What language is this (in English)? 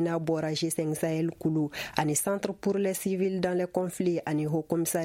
Bambara